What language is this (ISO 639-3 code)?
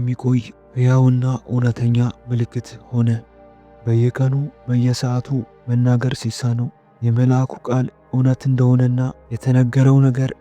amh